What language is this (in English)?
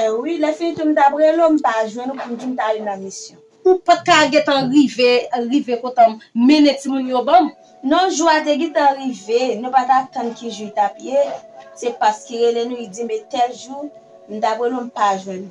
Haitian Creole